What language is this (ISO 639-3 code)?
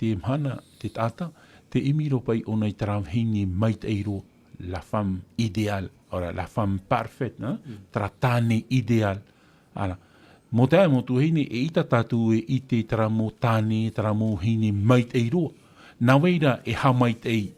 tah